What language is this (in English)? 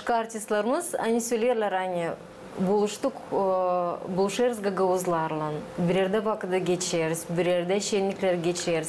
Gagauz